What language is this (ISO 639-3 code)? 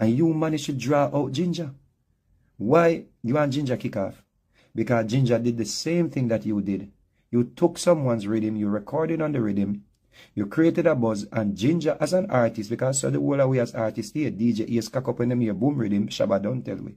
jam